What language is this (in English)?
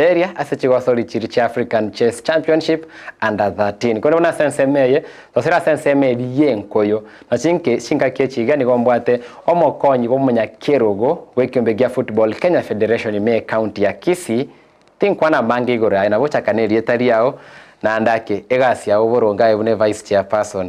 Gusii